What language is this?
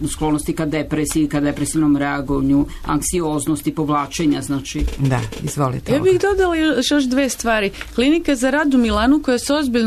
Serbian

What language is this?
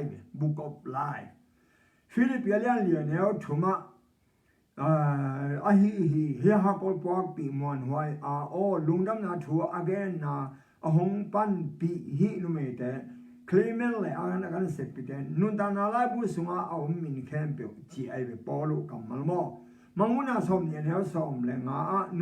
Tedim Chin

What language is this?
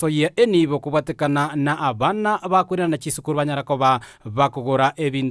Gusii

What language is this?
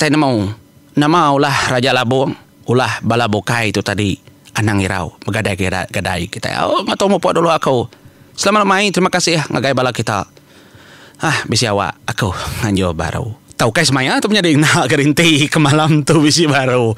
Iban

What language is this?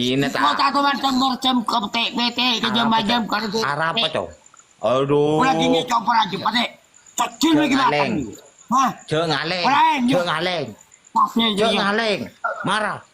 Madurese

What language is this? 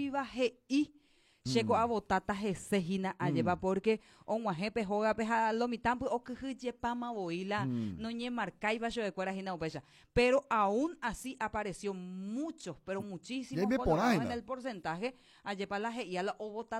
Guarani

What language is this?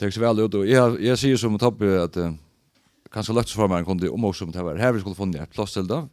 Faroese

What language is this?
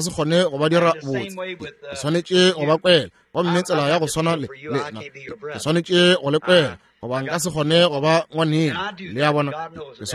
Northern Sotho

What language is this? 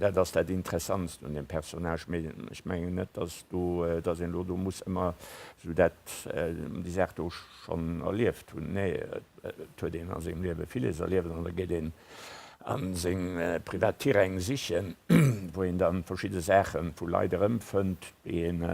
Luxembourgish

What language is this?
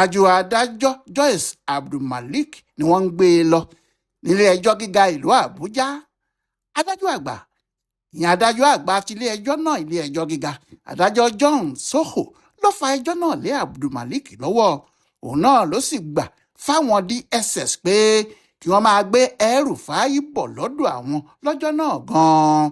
Yoruba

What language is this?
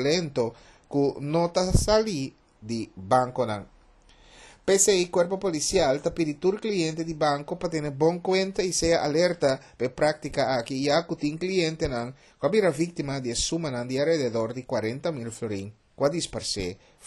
Papiamento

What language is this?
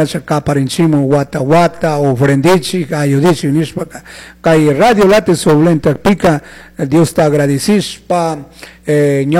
Chimborazo Highland Quichua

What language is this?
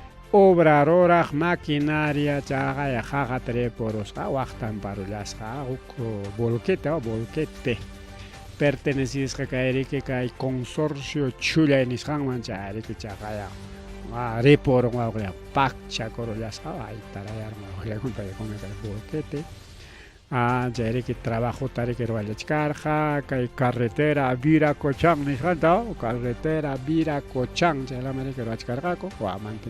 Ayacucho Quechua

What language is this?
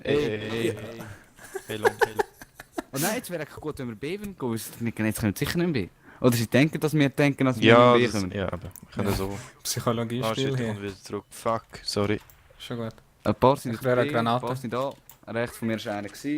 Swiss German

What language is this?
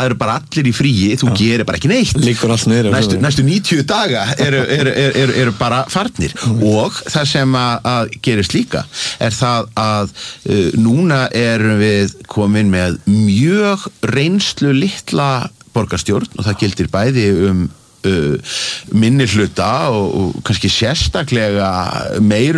Icelandic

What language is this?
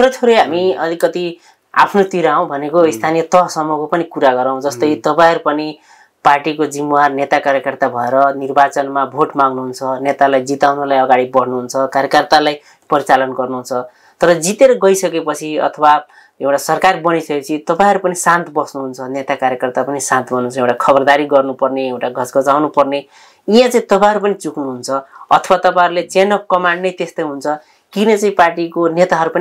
Nepali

